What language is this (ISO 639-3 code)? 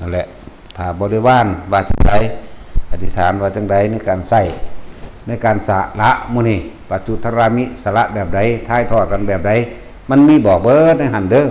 tts